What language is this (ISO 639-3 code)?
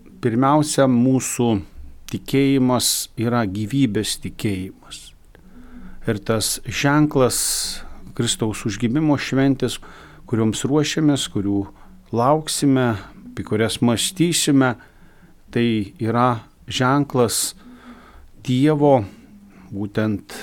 lit